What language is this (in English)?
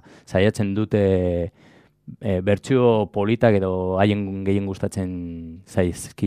Basque